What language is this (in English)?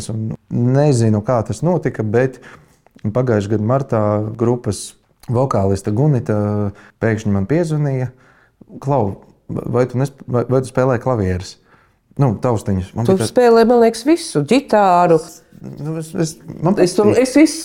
Latvian